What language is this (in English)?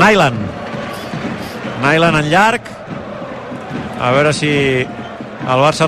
Catalan